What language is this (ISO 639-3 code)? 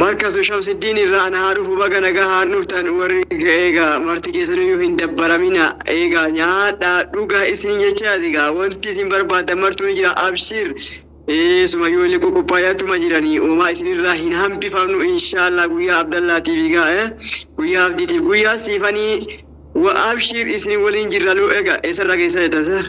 orm